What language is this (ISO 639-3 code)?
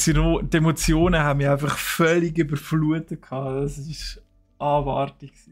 gsw